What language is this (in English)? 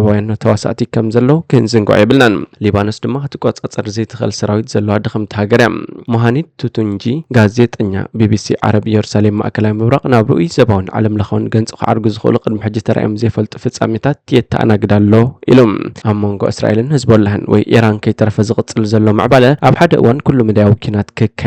Tigrinya